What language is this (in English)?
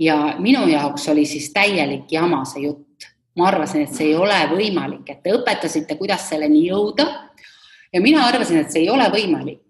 Estonian